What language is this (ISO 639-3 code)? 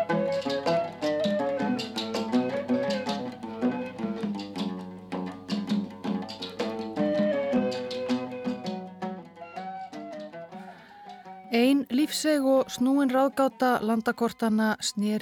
isl